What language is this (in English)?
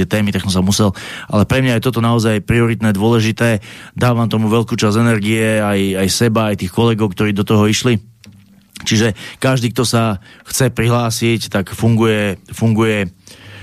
Slovak